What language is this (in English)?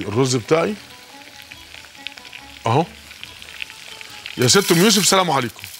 Egyptian Arabic